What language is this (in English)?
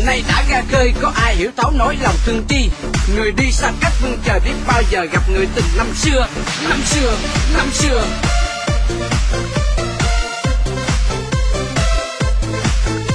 Vietnamese